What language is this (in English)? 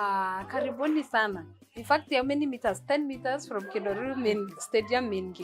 Meru